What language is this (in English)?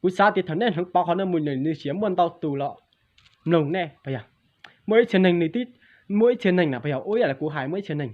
Hmong